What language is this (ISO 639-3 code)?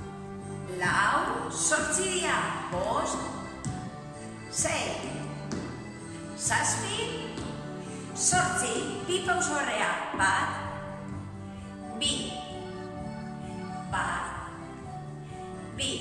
eus